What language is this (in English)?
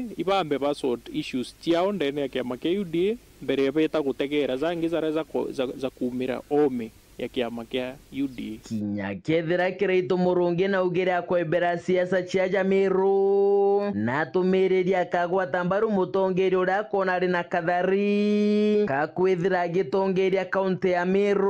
Meru